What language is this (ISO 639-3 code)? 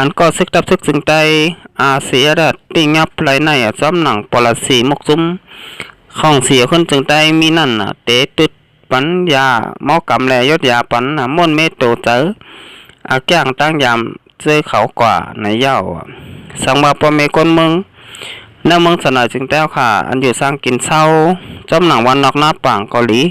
shn